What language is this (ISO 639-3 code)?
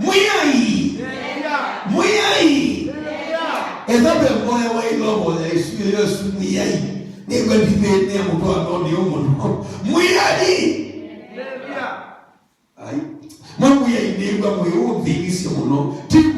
kam